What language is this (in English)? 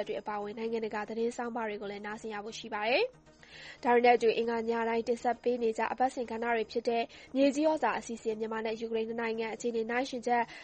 Burmese